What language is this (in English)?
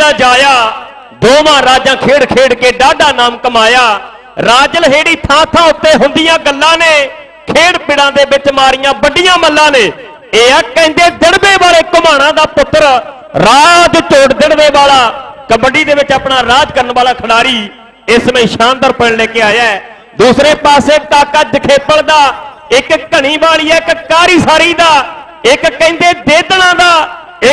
Punjabi